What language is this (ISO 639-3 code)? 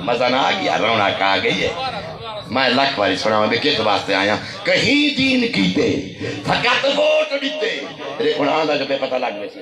skr